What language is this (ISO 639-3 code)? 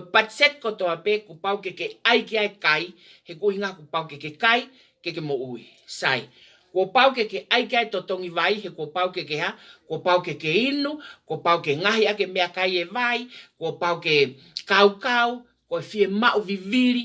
ton